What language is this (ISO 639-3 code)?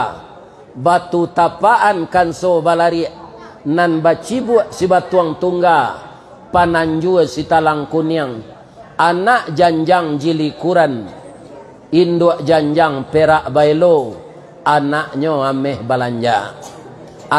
min